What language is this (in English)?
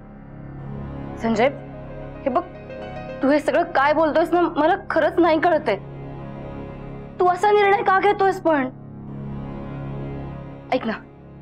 Marathi